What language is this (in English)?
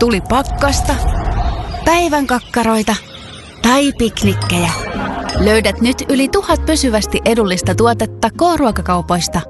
Finnish